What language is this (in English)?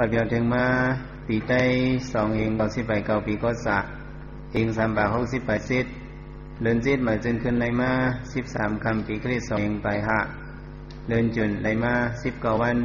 Shan